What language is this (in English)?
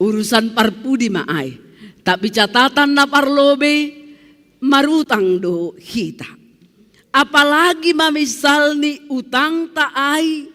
Batak Simalungun